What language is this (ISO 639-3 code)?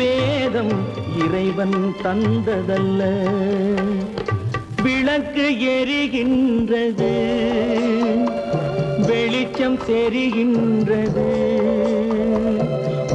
tam